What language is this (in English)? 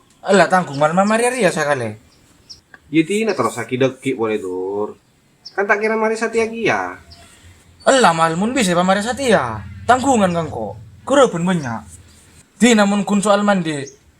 Madurese